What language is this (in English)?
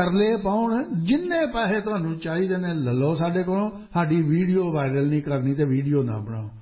Punjabi